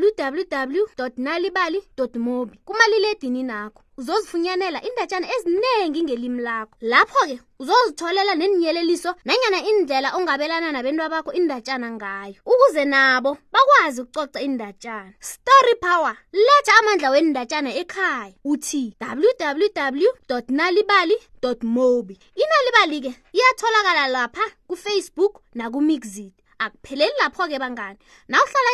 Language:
South Ndebele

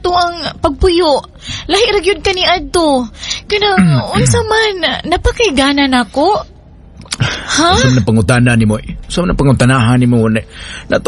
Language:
Cebuano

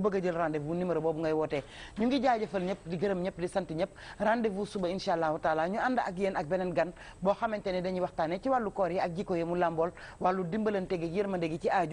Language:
Wolof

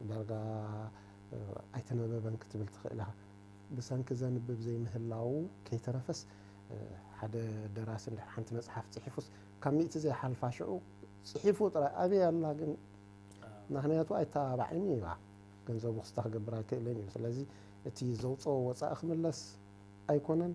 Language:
Tigrinya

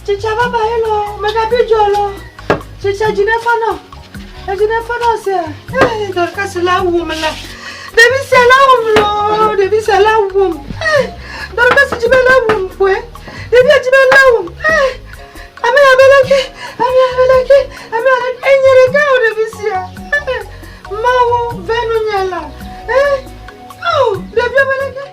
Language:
Ewe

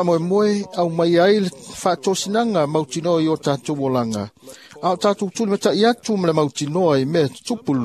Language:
Samoan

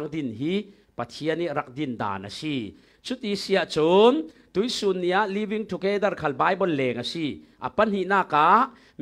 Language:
Falam Chin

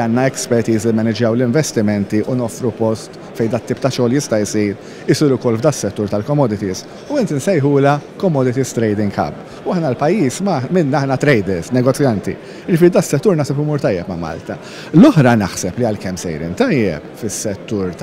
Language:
Maltese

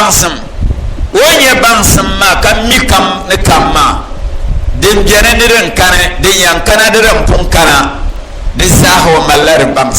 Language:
Dagbani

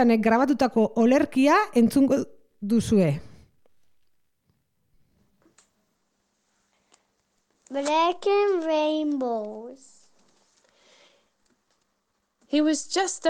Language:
Basque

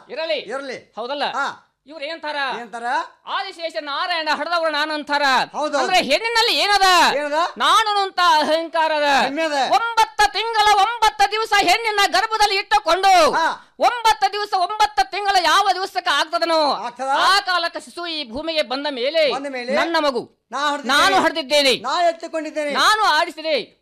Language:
Kannada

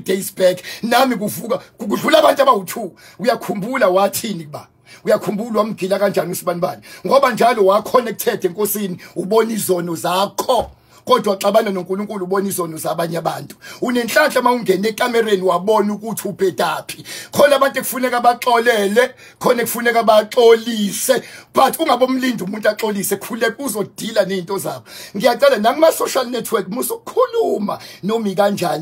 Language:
Zulu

